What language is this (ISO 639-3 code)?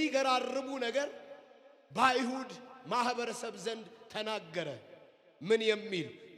amh